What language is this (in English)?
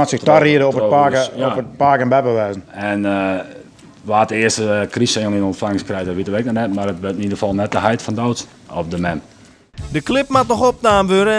Western Frisian